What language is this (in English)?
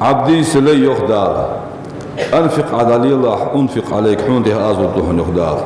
Ingush